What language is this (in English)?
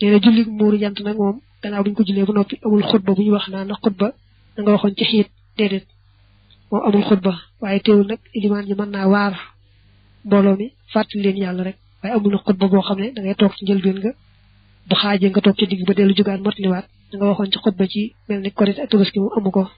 Wolof